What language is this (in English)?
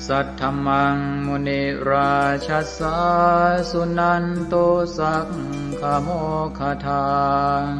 Pali